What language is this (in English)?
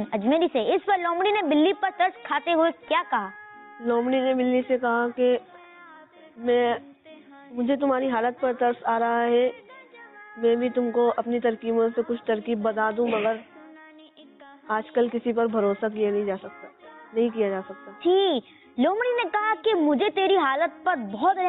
Urdu